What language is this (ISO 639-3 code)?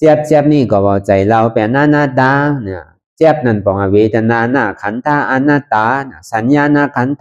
shn